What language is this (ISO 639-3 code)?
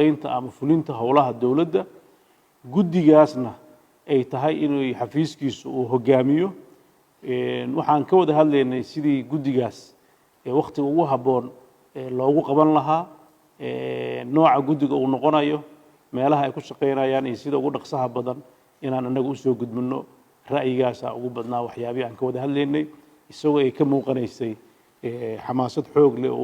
som